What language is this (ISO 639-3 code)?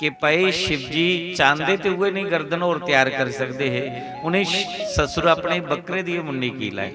doi